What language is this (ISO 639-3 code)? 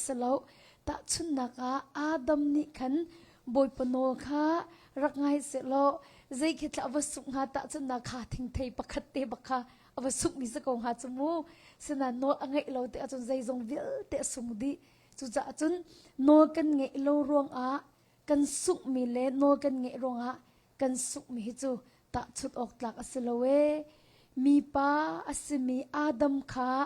cnh